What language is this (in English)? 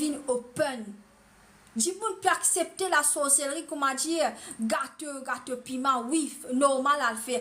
Morisyen